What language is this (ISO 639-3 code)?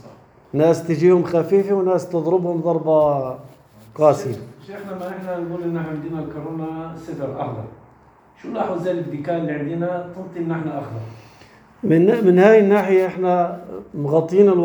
apc